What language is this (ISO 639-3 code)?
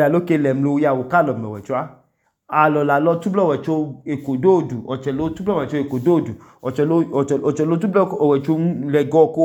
idu